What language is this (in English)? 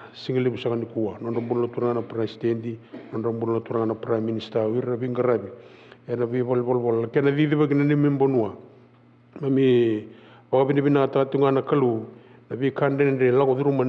Fijian